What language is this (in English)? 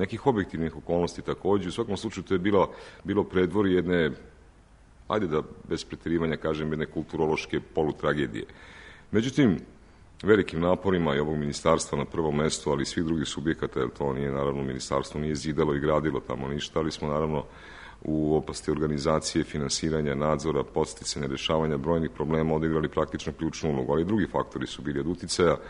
Serbian